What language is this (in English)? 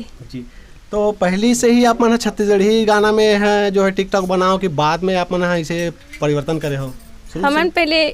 Chhattisgarhi